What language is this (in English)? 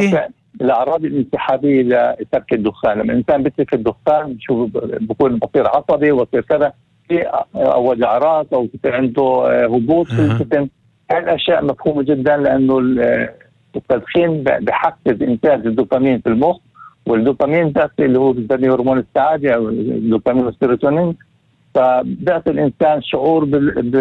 North Levantine Arabic